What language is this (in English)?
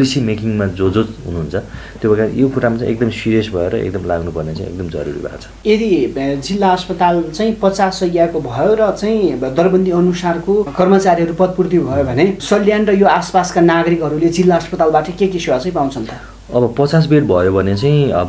Nepali